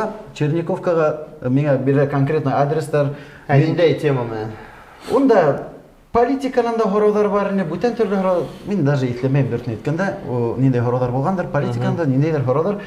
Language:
Bashkir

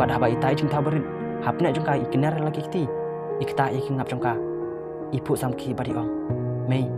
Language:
Khasi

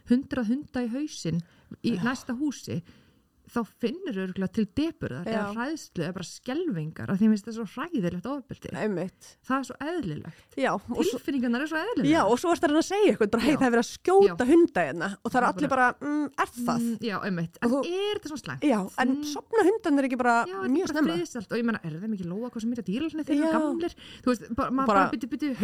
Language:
Icelandic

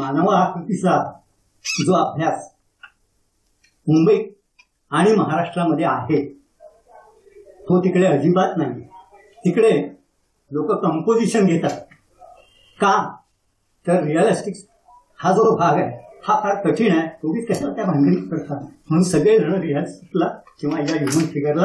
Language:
Marathi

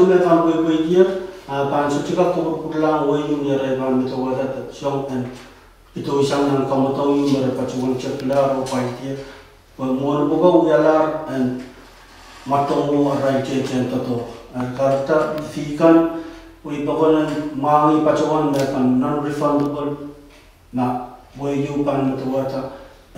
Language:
Pohnpeian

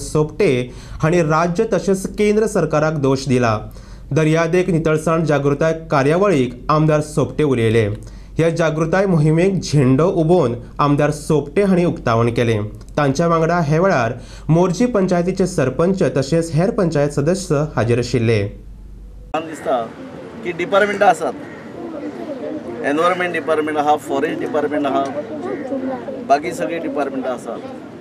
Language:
Konkani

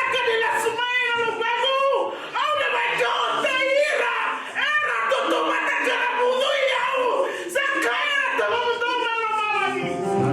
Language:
Fijian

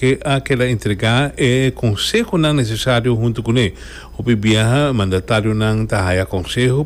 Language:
Papiamento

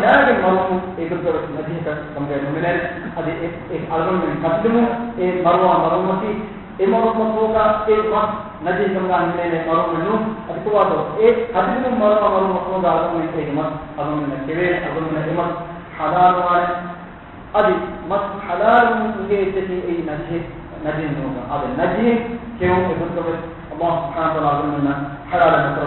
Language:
Divehi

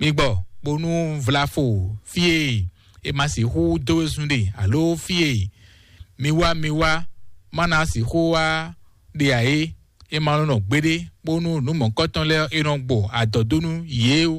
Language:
Fon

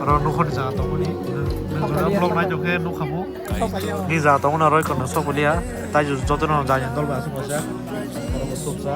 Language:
Kok Borok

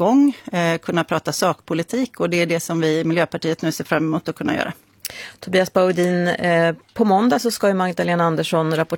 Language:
Swedish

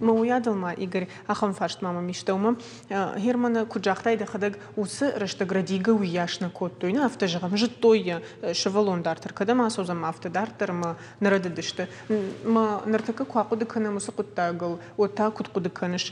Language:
Ossetic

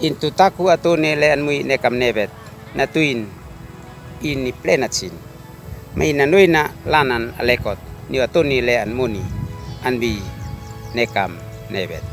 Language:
Uab Meto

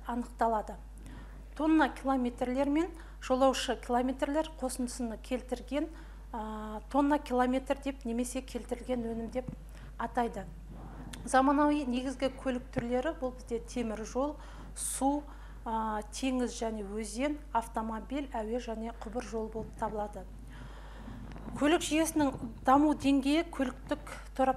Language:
Kazakh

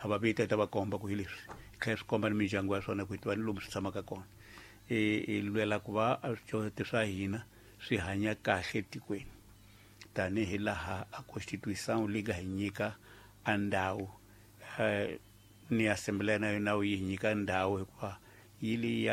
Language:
Tsonga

